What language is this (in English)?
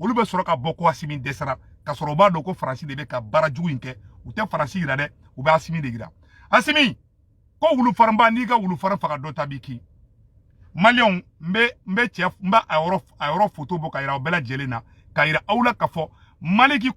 Bambara